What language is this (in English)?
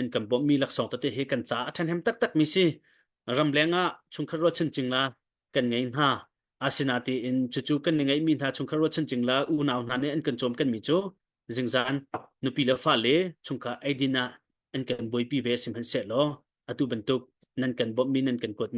Hakha Chin